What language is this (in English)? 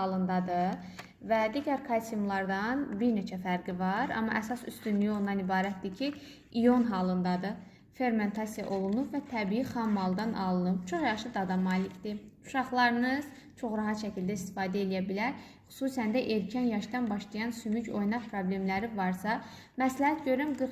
Azerbaijani